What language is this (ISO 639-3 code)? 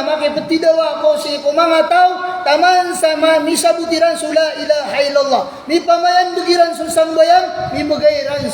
mrw